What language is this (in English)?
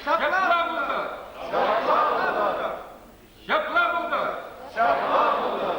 Chuvash